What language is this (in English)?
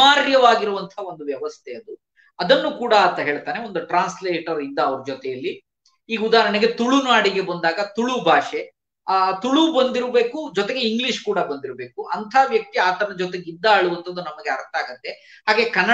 Kannada